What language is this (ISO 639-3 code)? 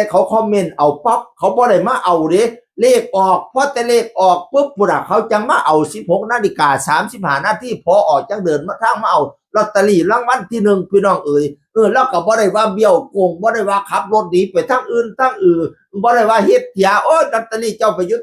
tts